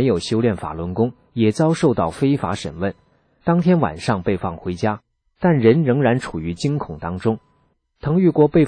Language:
Chinese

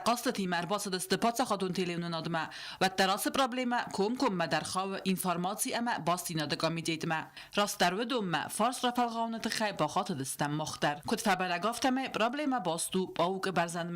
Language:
Ossetic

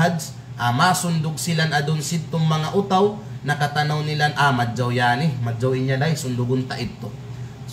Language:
Kalagan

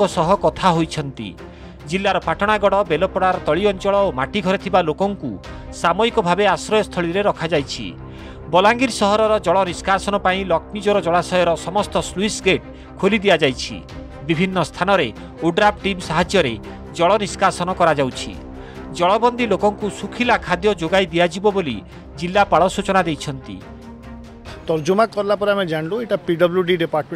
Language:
Odia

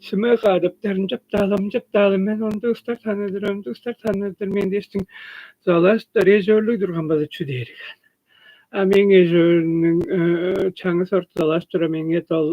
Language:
Tuvinian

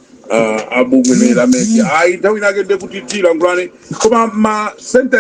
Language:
Nyanja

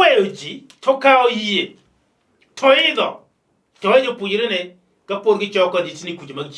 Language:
Luo (Kenya and Tanzania)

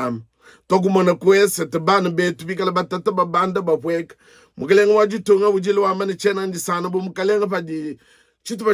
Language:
Luba-Lulua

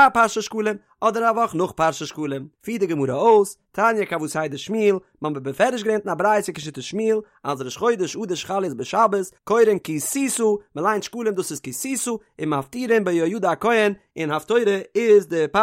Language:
Yiddish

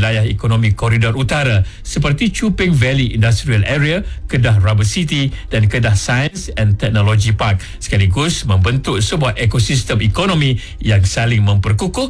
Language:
Malay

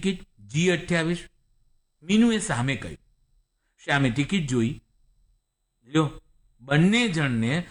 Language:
Gujarati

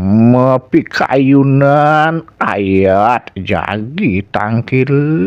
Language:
Balinese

